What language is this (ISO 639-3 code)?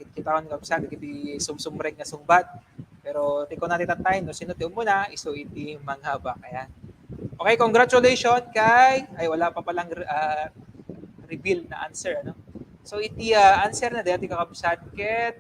ilo